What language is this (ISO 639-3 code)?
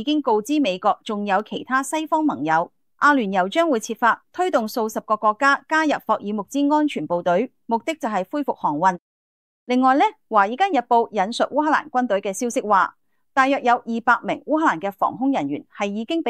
yue